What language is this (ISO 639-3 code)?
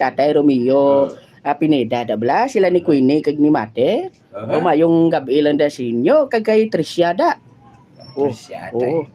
hil